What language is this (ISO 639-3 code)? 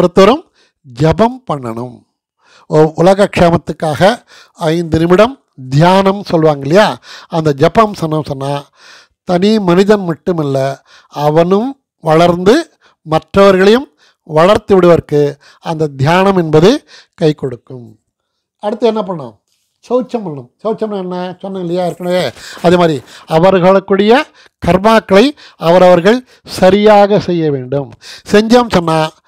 tam